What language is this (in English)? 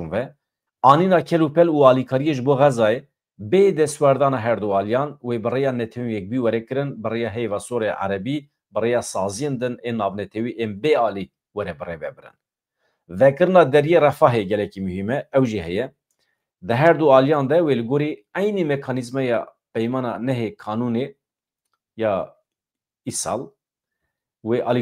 Kurdish